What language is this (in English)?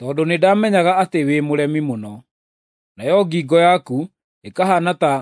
Kikuyu